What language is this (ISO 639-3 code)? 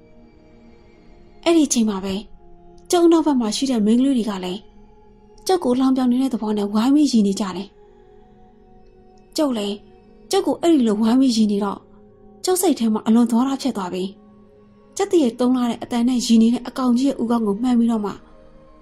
mya